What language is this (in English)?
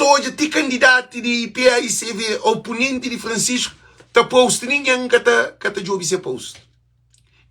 Kabuverdianu